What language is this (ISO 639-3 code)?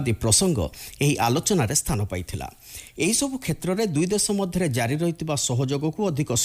ori